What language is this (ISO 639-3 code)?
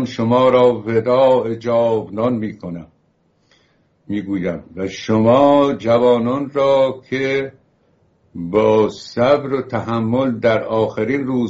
fas